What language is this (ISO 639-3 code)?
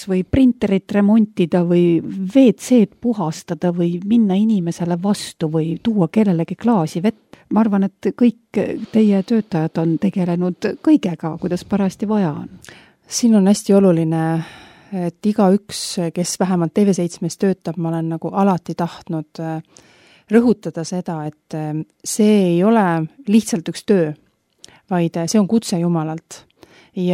est